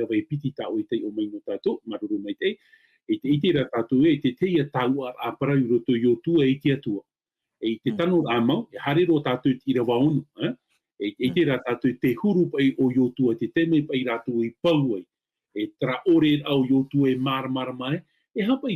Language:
Tahitian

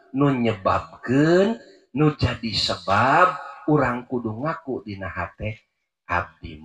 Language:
Sundanese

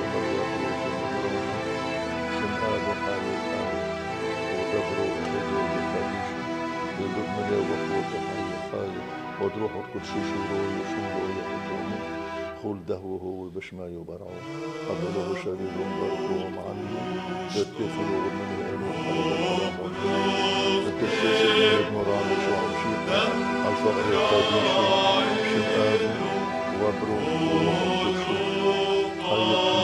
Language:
North Levantine Arabic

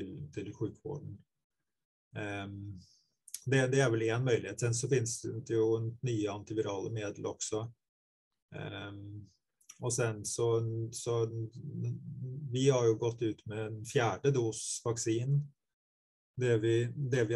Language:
Swedish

